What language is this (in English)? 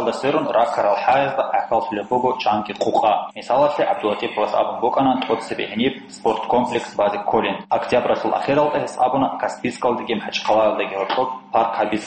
Avaric